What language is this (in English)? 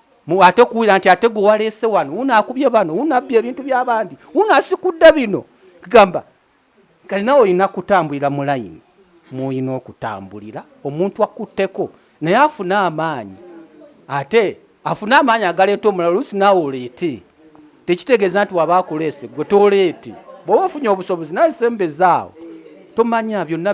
Ganda